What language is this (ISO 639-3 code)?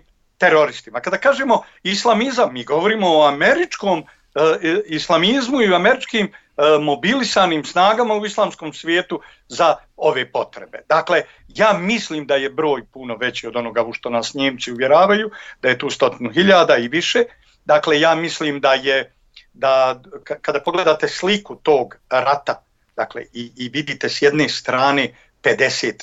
bos